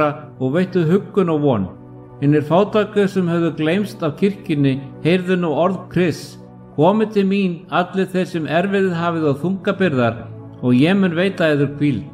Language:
Icelandic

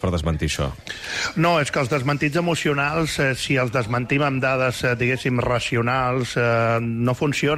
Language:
Catalan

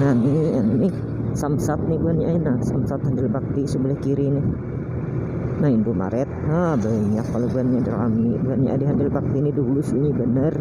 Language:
Banjar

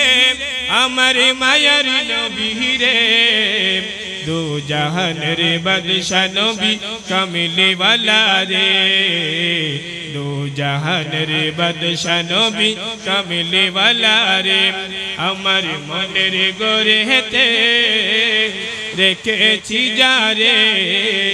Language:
Bangla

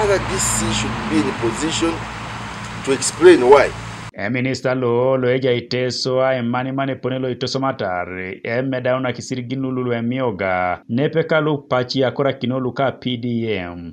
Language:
Teso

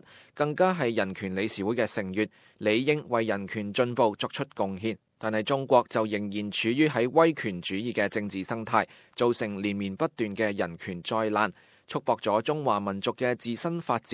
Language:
Cantonese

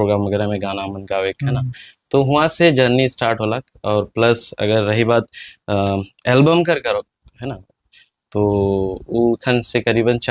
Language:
Sadri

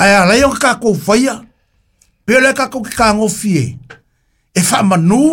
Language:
Samoan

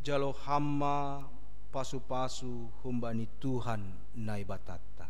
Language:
Batak Simalungun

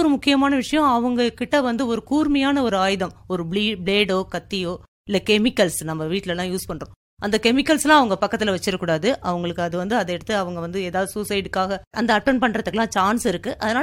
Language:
Tamil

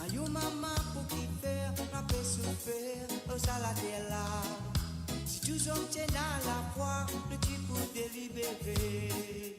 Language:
Morisyen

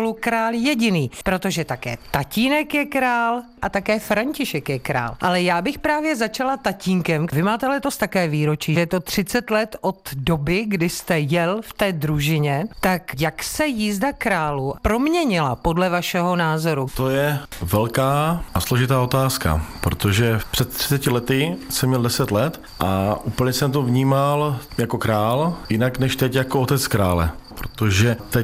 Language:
Czech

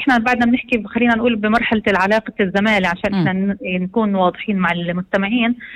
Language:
North Levantine Arabic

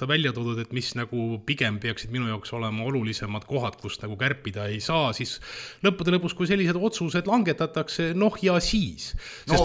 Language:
Estonian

